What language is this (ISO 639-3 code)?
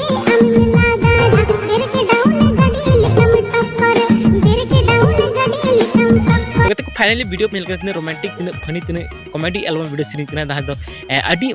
sat